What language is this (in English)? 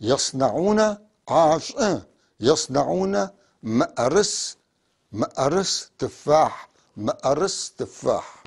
North Levantine Arabic